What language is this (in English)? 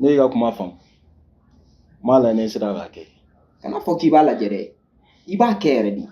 Bambara